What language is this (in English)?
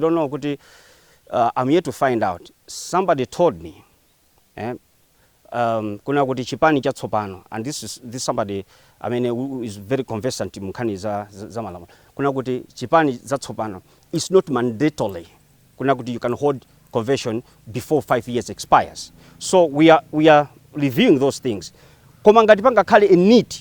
Nyanja